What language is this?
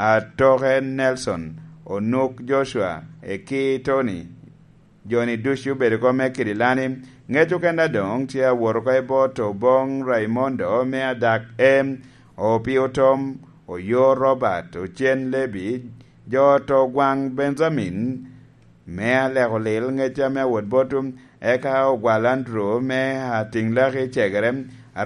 Lango (Uganda)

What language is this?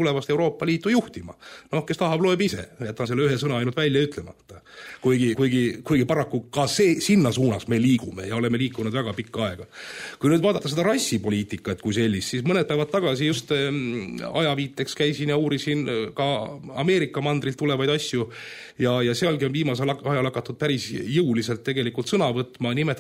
Estonian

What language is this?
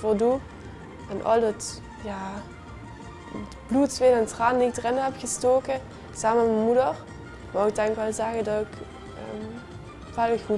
Limburgish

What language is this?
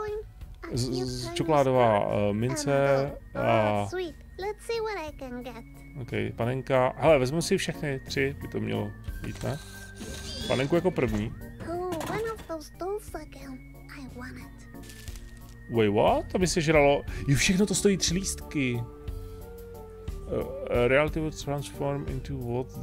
Czech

